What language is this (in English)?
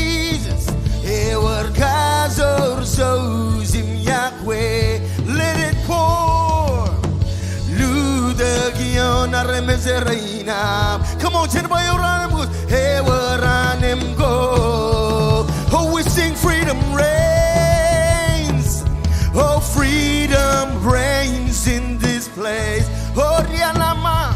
Marshallese